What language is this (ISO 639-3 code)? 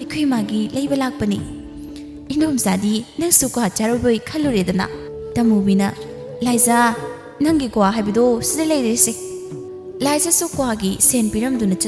mni